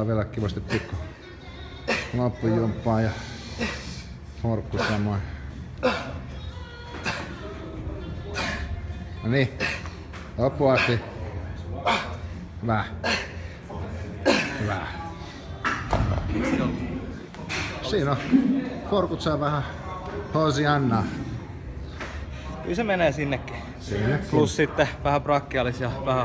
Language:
Finnish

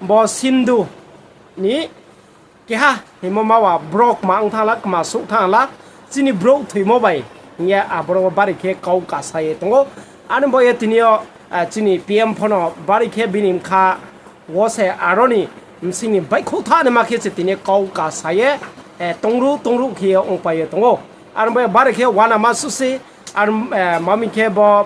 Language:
Riang (India)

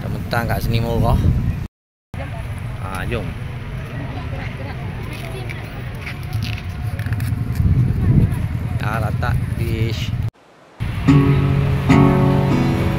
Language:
Malay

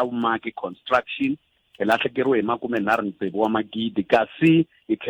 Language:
Tsonga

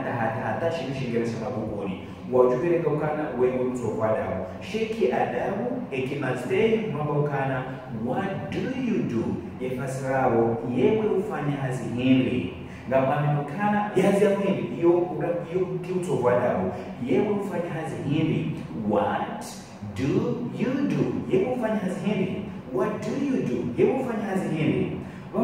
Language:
Ngazidja Comorian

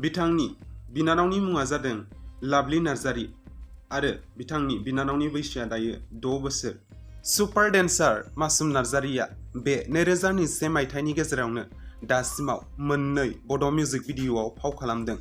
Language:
Bodo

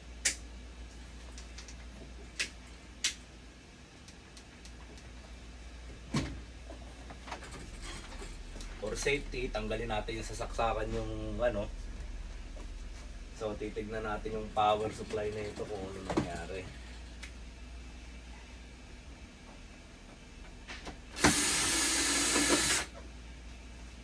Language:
Filipino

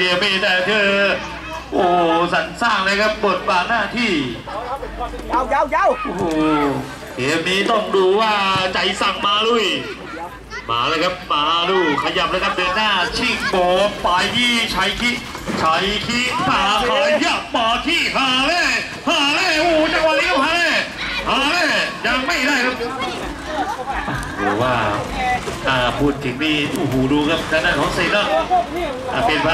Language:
Thai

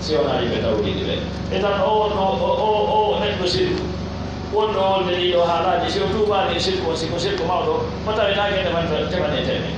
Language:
Pular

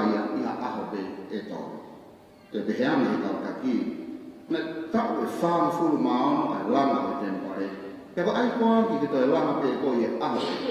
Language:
Tongan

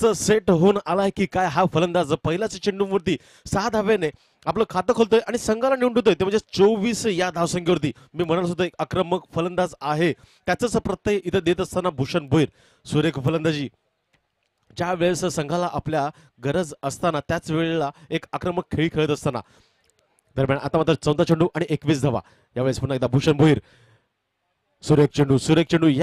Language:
Marathi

